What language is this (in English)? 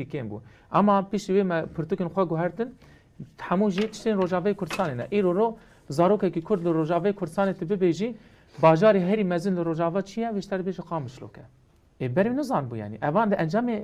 Kurdish